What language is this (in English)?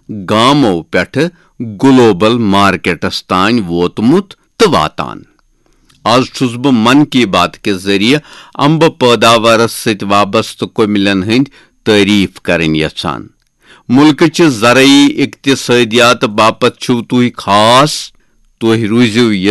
Kashmiri